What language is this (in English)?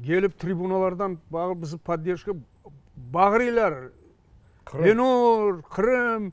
Crimean Tatar